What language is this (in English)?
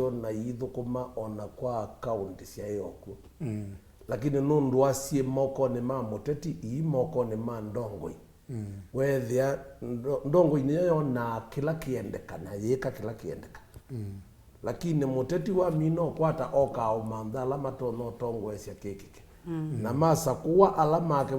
Kamba